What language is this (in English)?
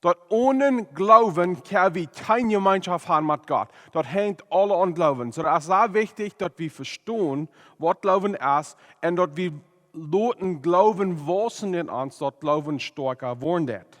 Plautdietsch